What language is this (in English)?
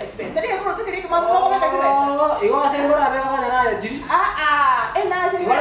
Gusii